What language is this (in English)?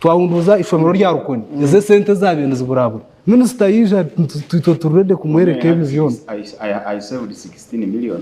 Nyankole